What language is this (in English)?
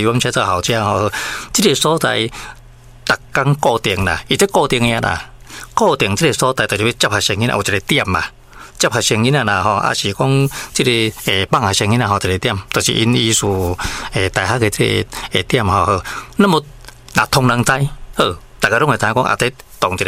Min Nan Chinese